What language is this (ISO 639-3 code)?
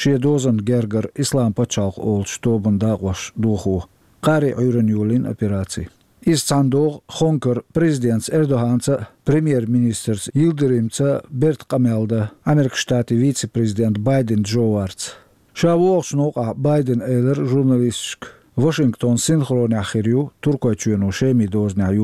che